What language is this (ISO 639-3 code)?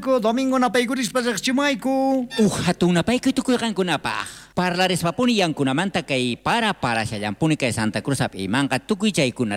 quh